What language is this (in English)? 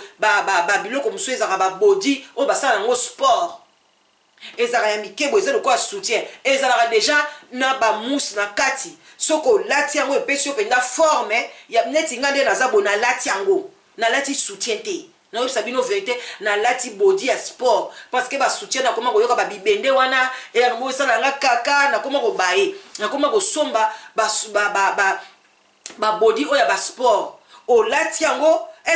Lingala